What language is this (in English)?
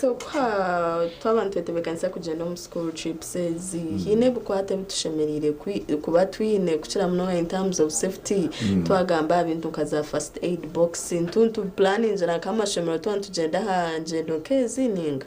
Nyankole